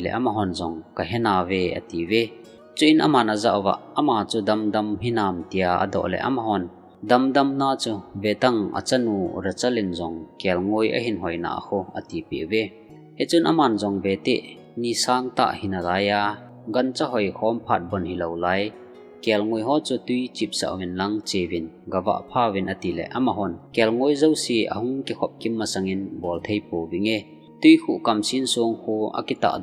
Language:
Thado Chin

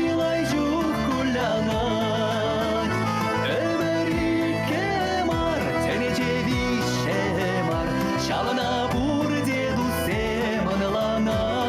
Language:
Chuvash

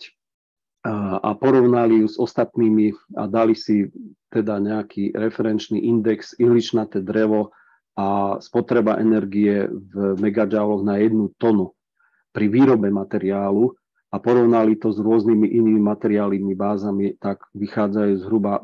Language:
Slovak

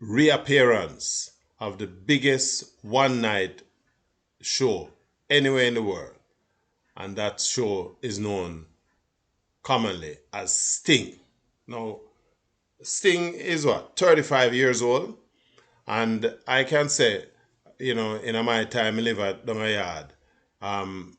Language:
Jamaican Creole English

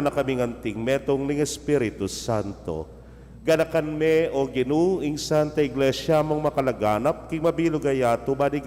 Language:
Pampanga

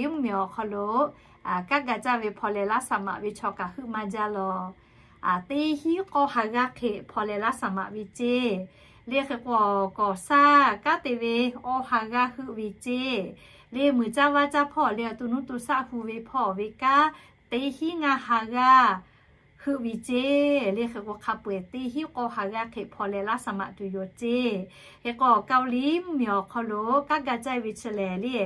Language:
Lahu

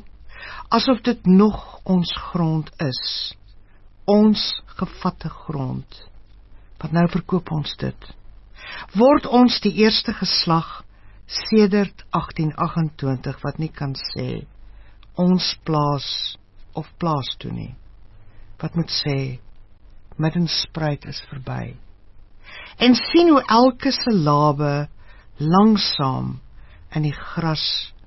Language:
Afrikaans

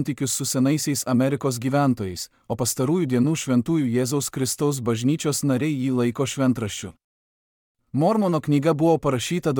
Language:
Lithuanian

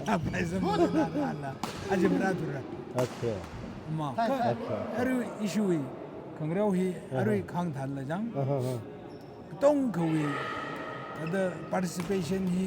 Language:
Tangkhul Naga (India)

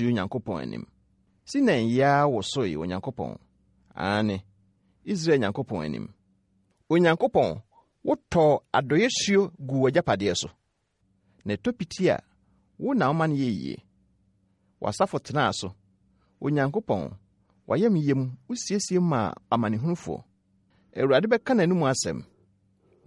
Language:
Akan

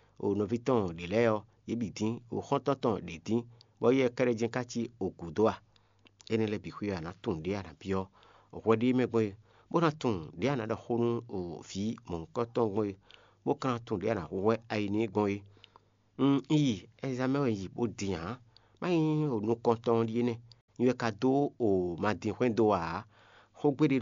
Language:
Fon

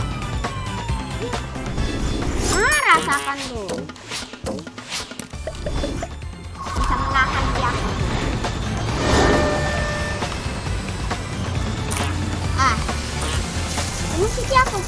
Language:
Indonesian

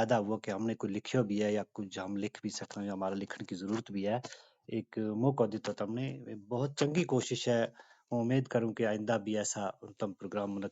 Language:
Gujari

